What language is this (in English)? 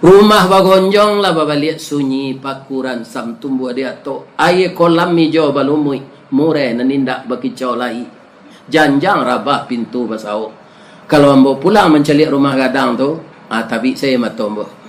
Minangkabau